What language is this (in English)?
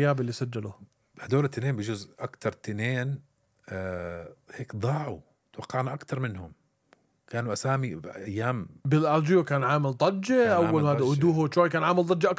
North Levantine Arabic